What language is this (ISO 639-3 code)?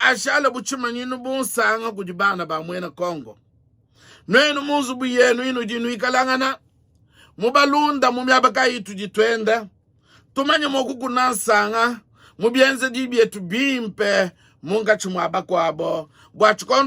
lua